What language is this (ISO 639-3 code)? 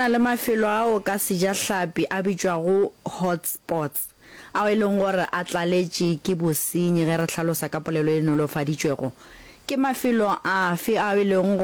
nso